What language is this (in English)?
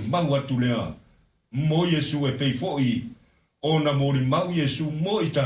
Samoan